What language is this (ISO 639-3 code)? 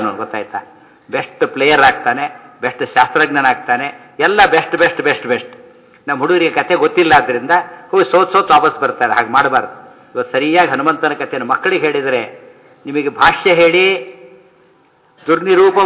kan